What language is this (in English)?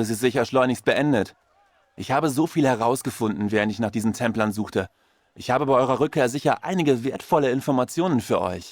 Bavarian